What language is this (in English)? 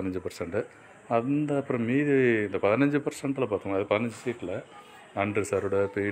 Tamil